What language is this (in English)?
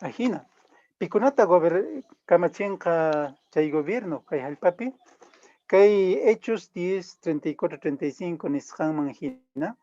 Quechua